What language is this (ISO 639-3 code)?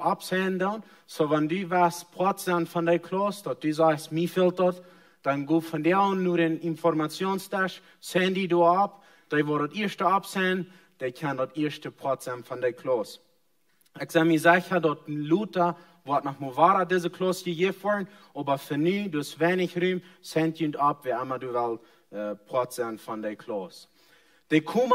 pdt